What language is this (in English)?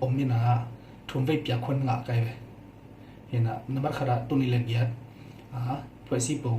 Tedim Chin